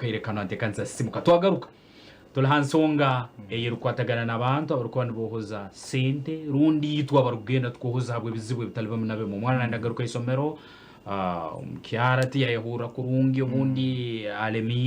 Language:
Nyankole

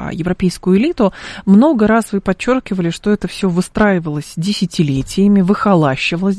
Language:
Russian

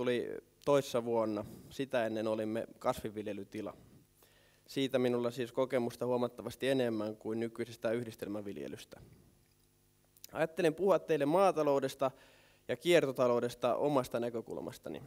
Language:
Finnish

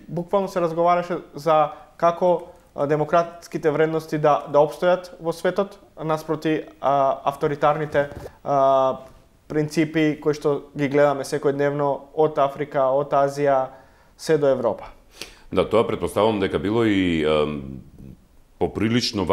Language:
Macedonian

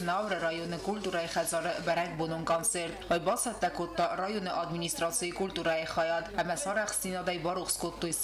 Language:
Ossetic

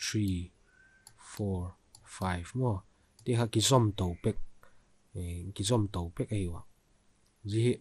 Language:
Vaiphei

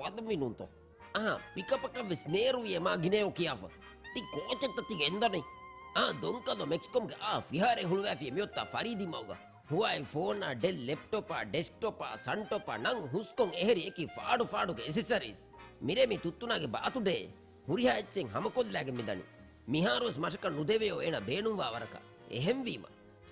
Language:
Divehi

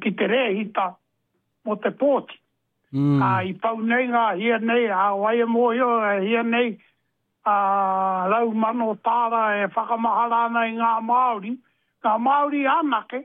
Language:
Māori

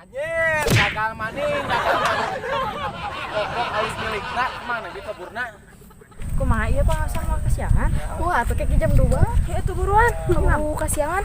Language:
Sundanese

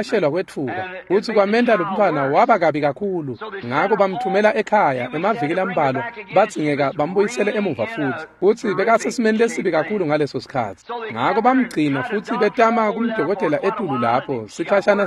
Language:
Swati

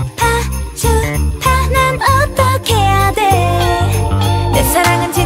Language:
Korean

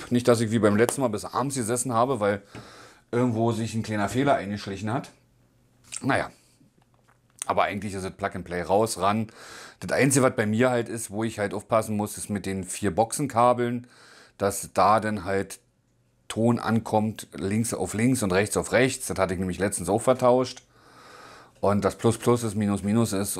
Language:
German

